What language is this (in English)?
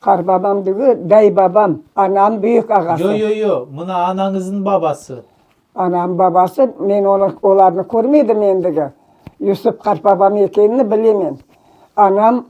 Crimean Tatar